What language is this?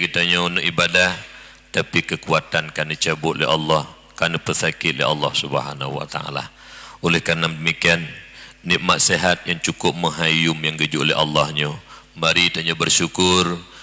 Achinese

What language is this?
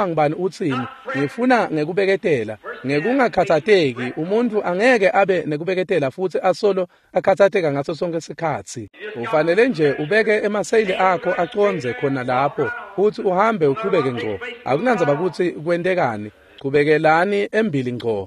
Swati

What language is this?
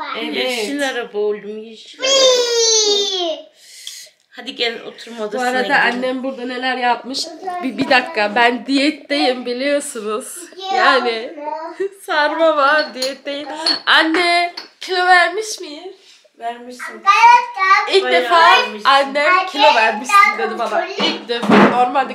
Turkish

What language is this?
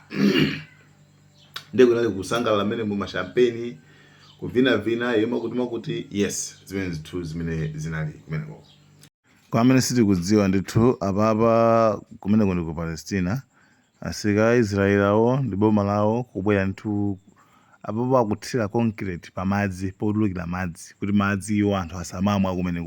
Nyanja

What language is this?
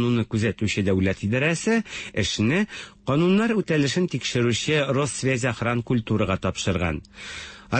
Tatar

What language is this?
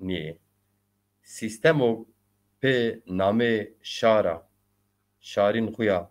Zaza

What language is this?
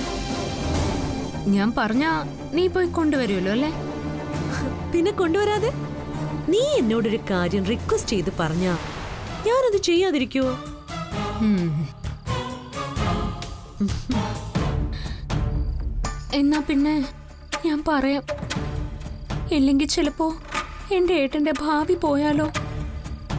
Malayalam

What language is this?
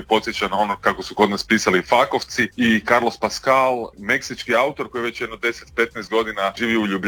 Croatian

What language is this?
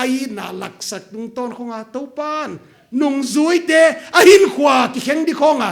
Paite Chin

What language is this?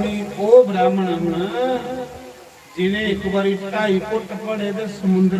Dogri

